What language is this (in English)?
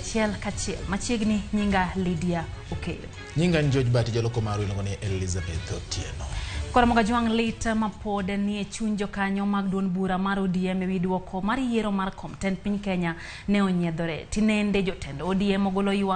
Luo (Kenya and Tanzania)